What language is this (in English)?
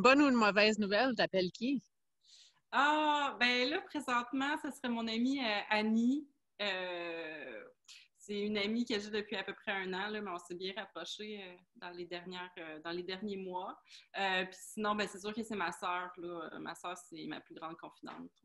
French